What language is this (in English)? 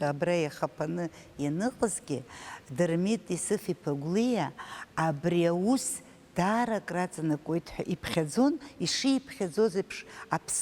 Abkhazian